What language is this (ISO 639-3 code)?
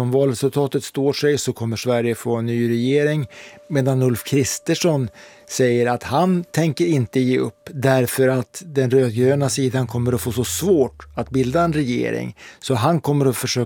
swe